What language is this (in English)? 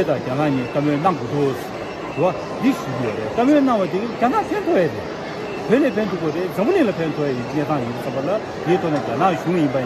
Tibetan